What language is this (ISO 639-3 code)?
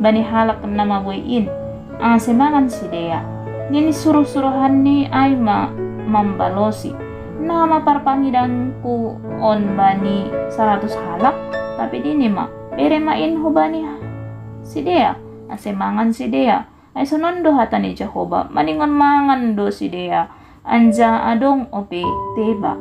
bts